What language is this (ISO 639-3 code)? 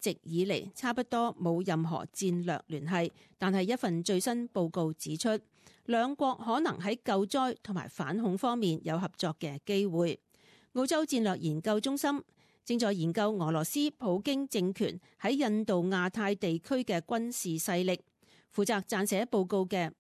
yue